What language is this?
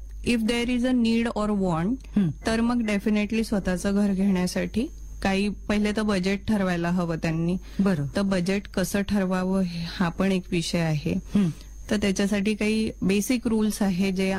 Marathi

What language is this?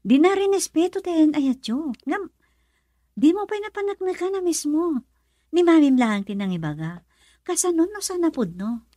Iloko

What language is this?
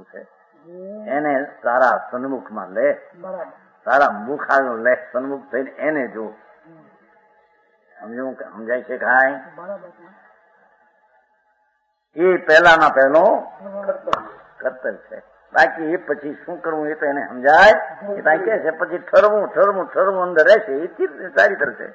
Gujarati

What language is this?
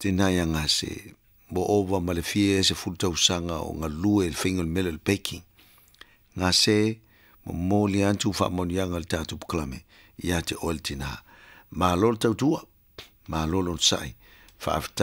Samoan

